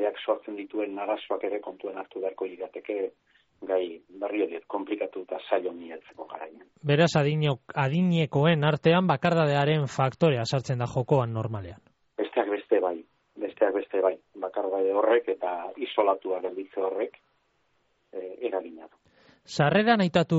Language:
Basque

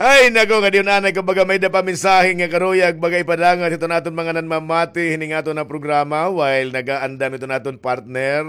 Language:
Waray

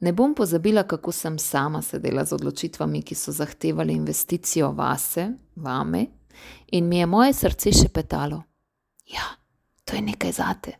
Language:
Slovenian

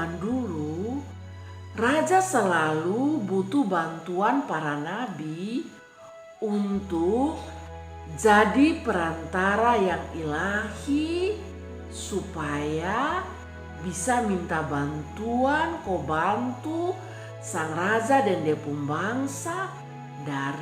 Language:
Kupang Malay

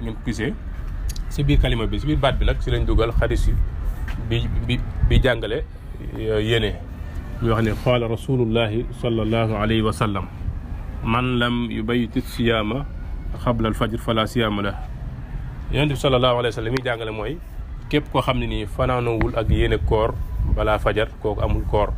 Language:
Wolof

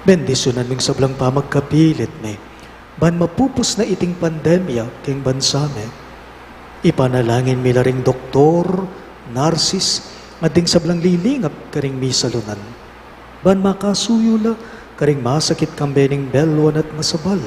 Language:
Pampanga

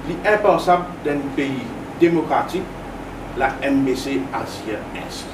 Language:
Morisyen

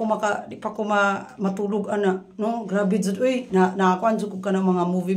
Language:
Cebuano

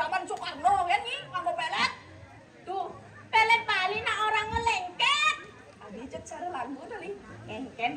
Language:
Balinese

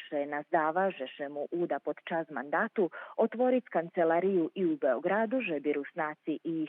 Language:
Rusyn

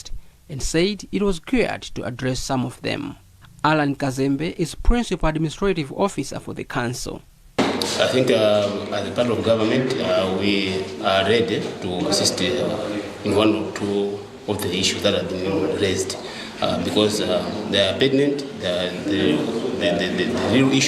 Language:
English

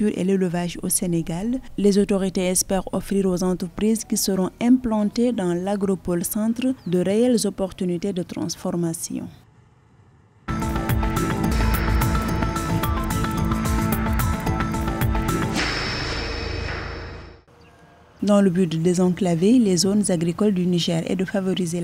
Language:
French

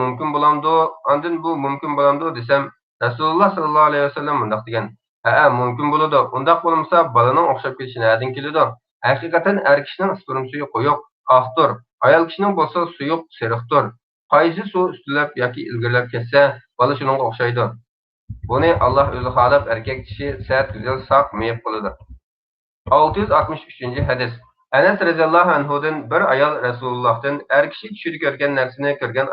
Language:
Uyghur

